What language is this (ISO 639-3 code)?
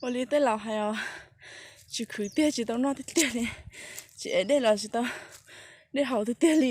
hmn